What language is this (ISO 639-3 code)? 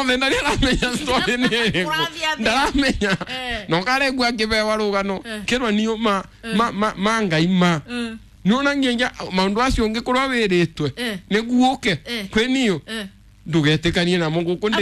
kik